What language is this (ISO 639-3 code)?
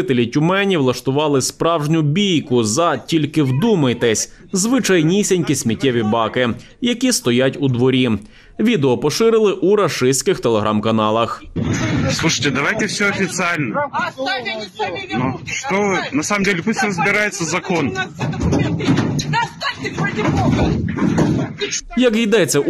ukr